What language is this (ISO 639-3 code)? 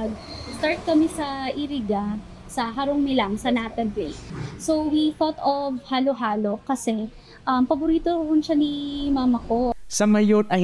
bik